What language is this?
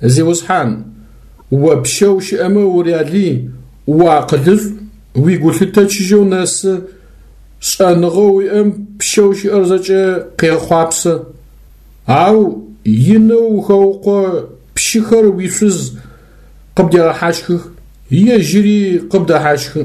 Adyghe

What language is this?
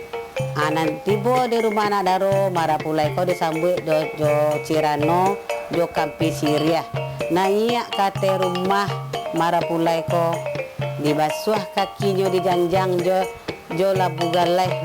Minangkabau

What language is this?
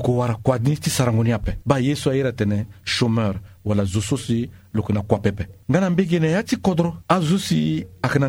Sango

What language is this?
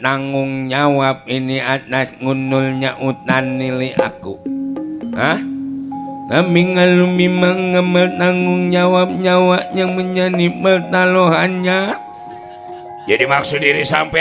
Betawi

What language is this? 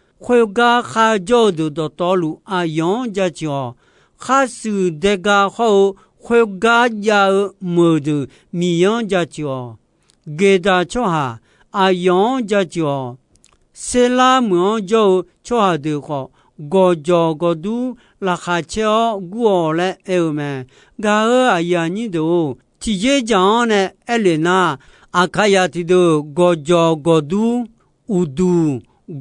Akha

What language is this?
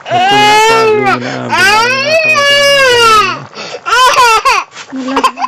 Santali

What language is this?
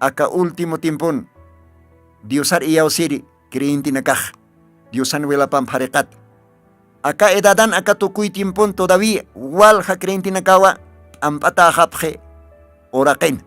Aymara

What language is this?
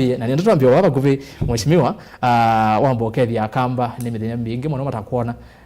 Kamba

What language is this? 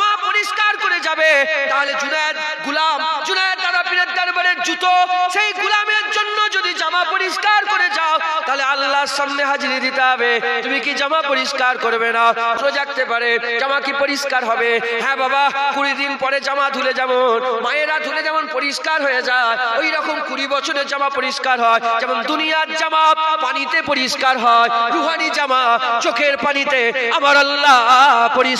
Bangla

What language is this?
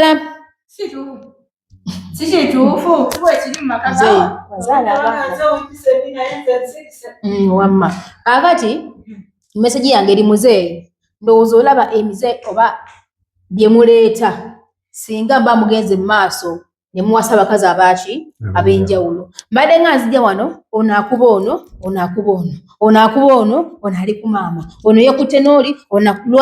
Ganda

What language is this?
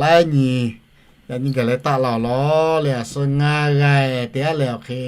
Lahu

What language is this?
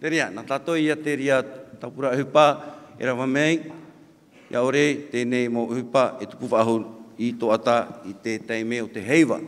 Tahitian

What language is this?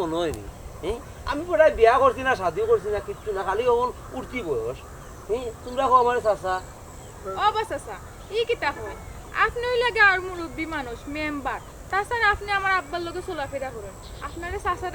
Sylheti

